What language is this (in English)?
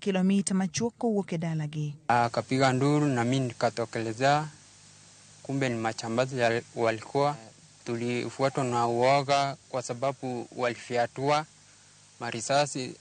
Luo (Kenya and Tanzania)